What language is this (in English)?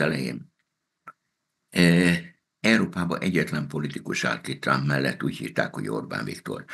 Hungarian